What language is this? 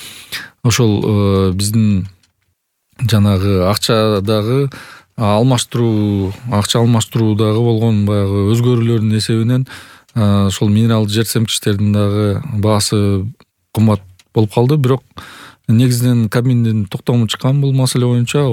Kyrgyz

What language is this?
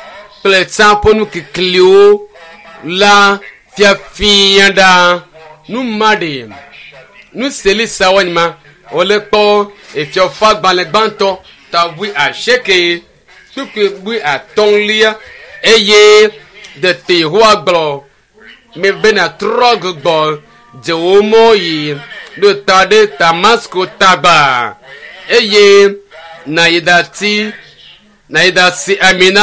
Ewe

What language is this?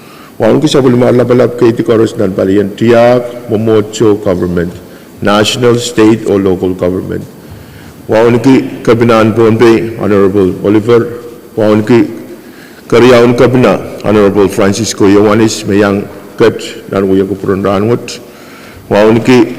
Pohnpeian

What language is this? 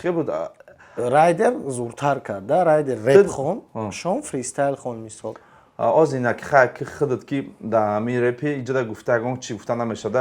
Tajik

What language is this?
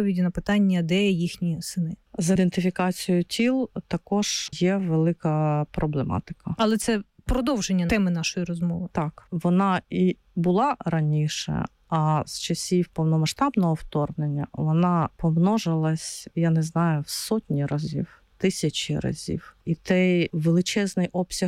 Ukrainian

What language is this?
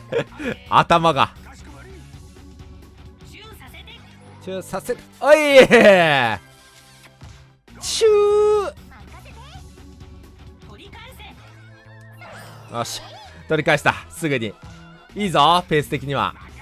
Japanese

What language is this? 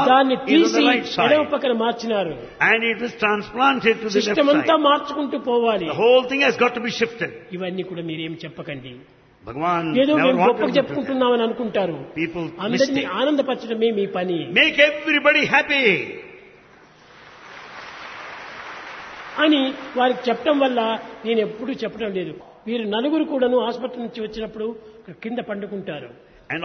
Telugu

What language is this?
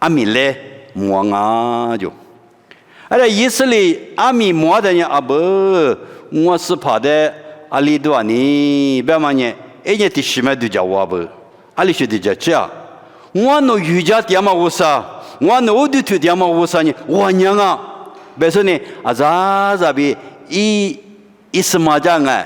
Lisu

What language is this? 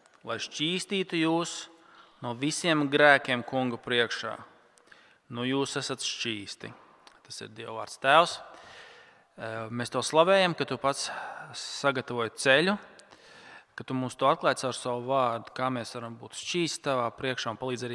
Latvian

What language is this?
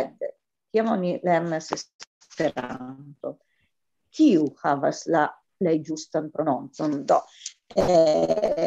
Esperanto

